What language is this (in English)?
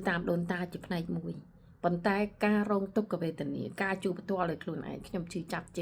Khmer